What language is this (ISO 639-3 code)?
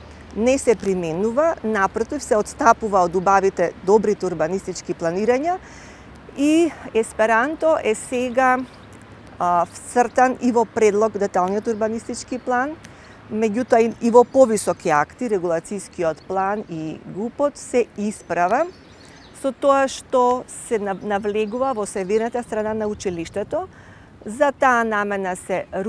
mkd